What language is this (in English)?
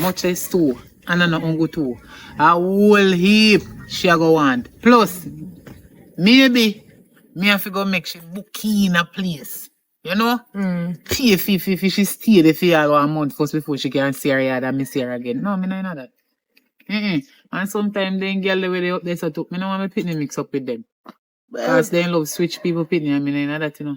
Jamaican Creole English